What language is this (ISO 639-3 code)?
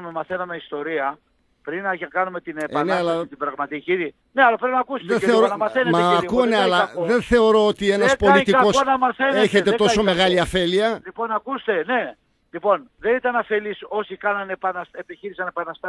ell